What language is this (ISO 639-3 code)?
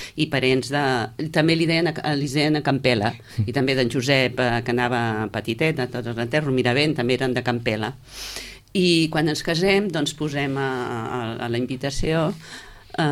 cat